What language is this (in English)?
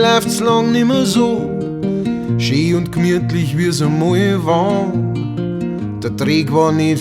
Bavarian